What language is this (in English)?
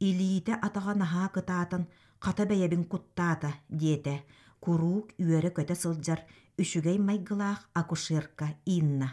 Yakut